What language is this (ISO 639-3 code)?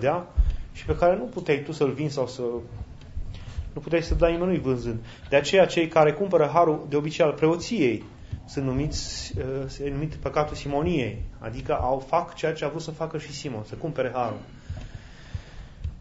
ron